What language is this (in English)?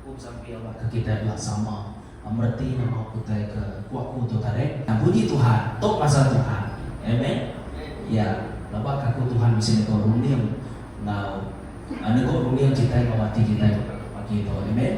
Iban